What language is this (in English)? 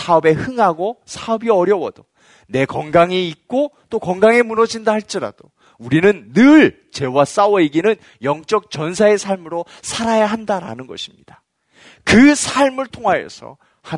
Korean